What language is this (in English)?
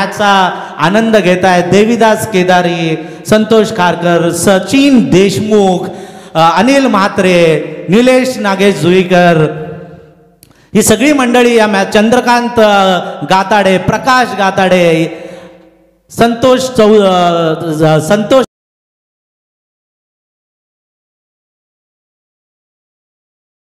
Marathi